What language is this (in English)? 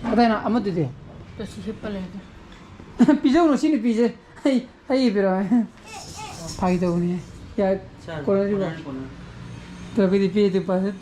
Manipuri